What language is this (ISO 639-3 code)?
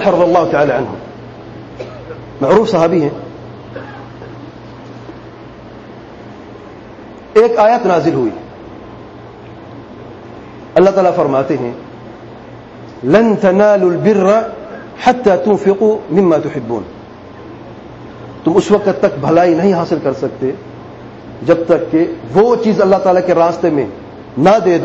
urd